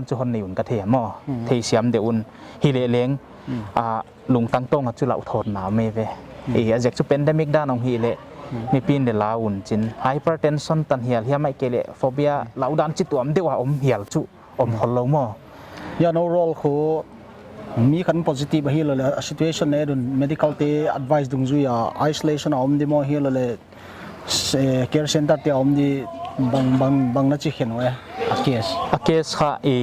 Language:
Paite Chin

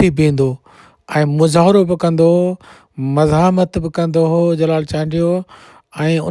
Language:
Sindhi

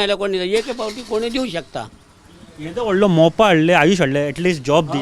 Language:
Konkani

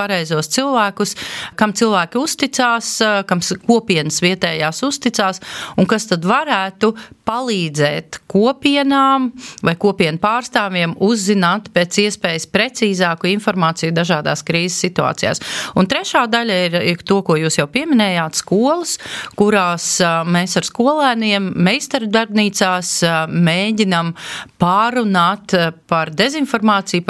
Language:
Latvian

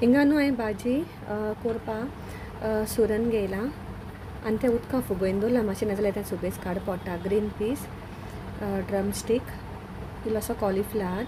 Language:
Konkani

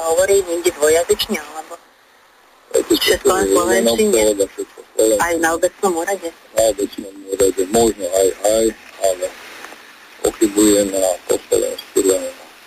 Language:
Slovak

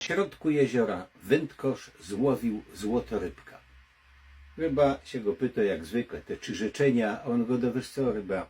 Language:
Silesian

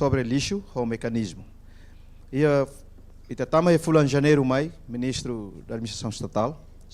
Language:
Tetum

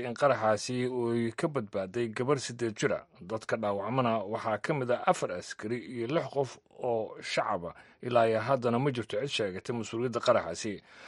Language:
Somali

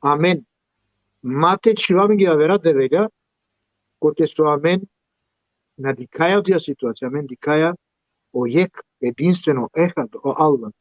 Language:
Balkan Romani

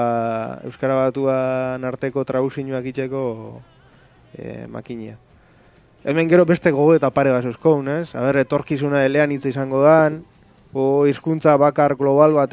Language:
Basque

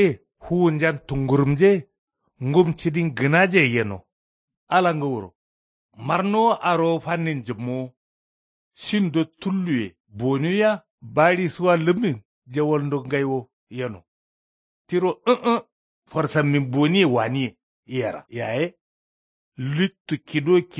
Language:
Kanuri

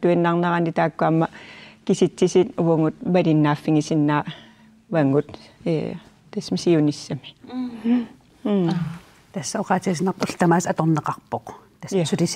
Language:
Kalaallisut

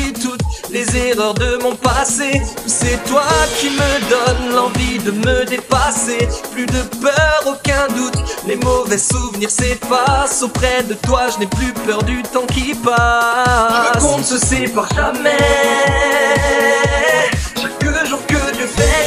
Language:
French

